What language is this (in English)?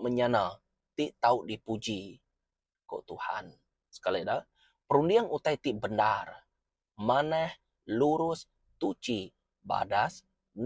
Iban